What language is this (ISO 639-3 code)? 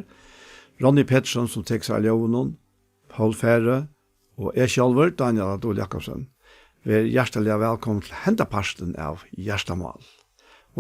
fao